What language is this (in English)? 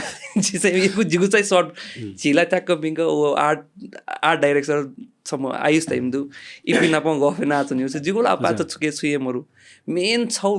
Newari